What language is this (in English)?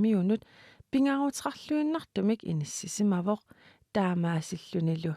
Kalaallisut